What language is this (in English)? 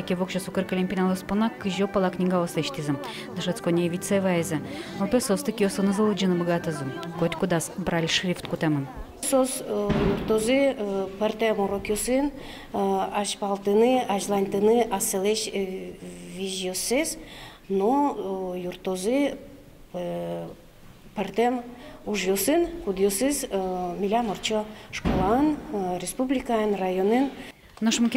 Udmurt